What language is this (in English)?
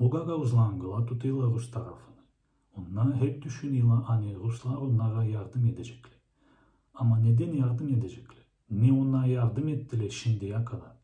Gagauz